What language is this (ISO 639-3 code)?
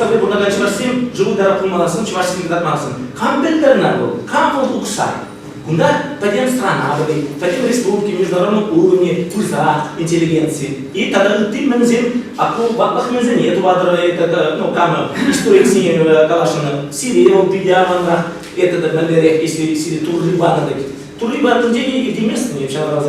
chv